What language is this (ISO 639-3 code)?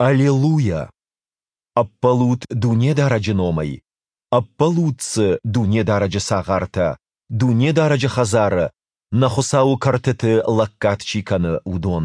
oss